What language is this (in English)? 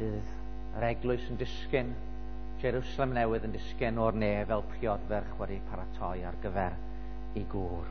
Welsh